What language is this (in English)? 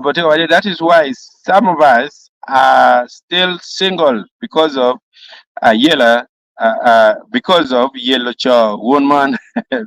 Acoli